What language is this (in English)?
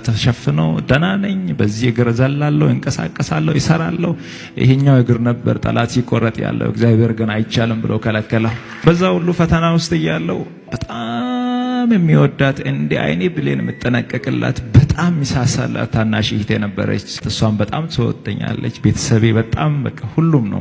Amharic